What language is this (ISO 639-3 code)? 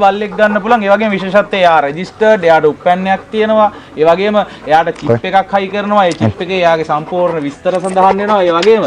sin